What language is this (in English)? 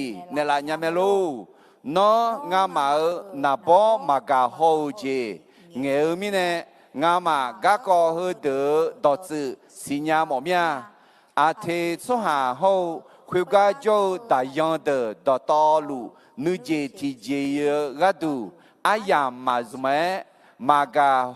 Akha